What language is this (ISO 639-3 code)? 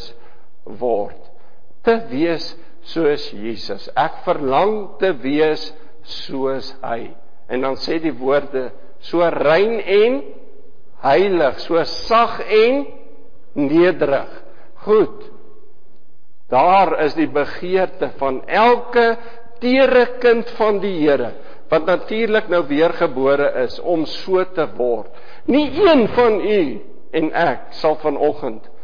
afr